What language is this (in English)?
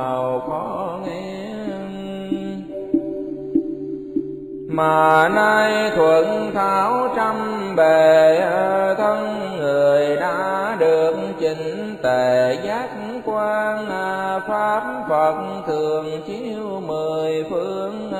Vietnamese